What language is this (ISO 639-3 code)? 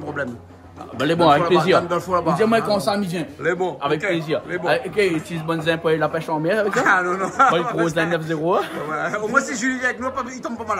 rcf